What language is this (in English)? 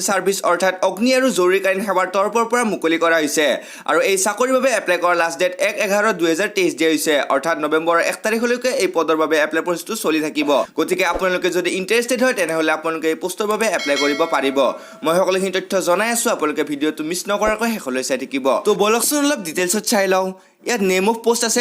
Assamese